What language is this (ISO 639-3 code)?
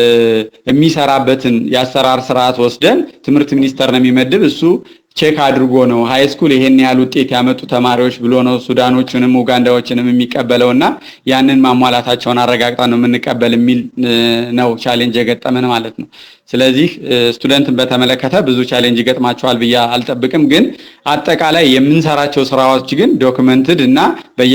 amh